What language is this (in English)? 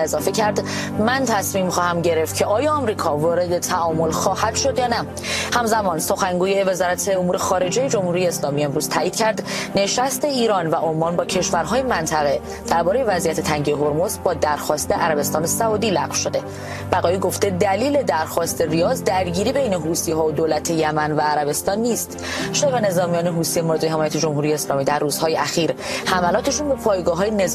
Persian